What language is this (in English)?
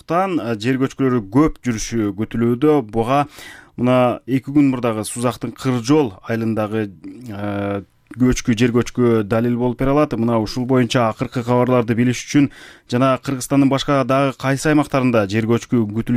Kyrgyz